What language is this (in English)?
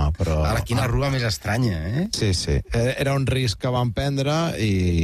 Catalan